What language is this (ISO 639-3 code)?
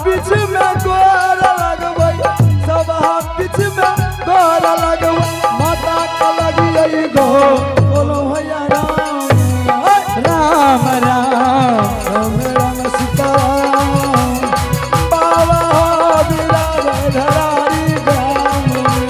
anp